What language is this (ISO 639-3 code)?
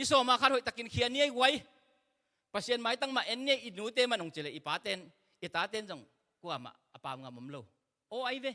ctd